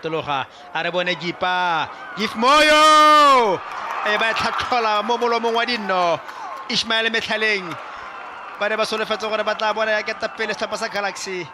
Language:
Tswana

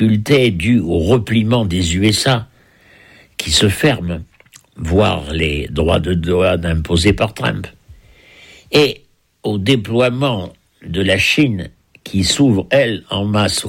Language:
French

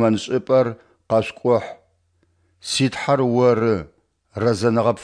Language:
Adyghe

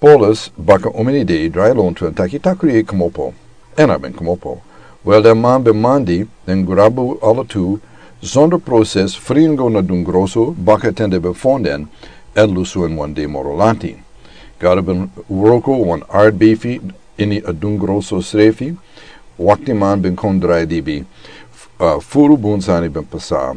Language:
Sranan Tongo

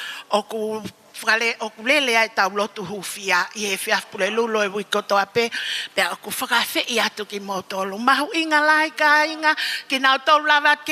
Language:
Tongan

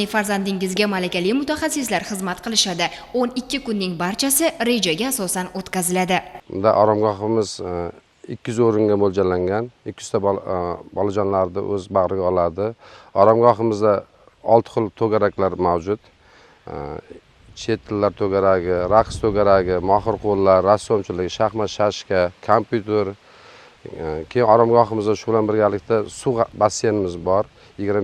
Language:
Uzbek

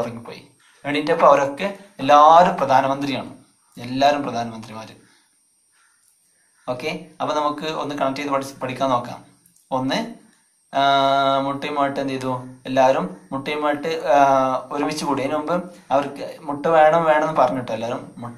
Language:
Malayalam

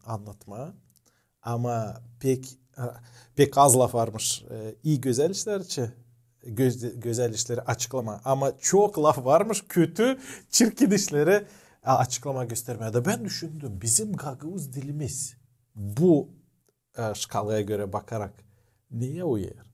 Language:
Gagauz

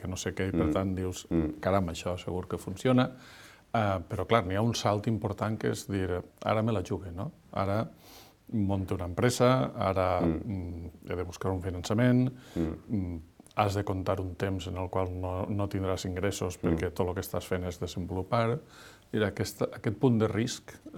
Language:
Catalan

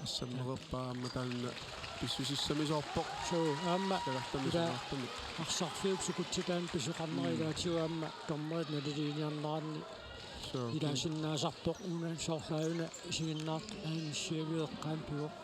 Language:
Kalaallisut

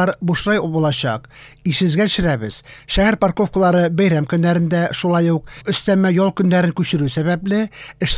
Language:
Tatar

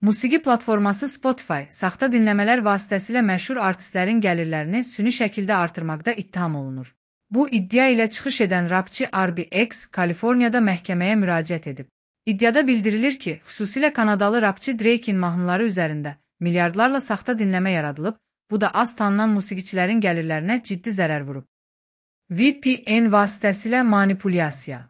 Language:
Azerbaijani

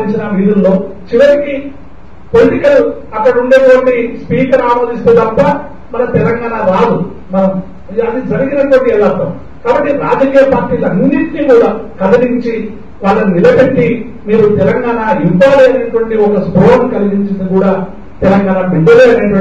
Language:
Telugu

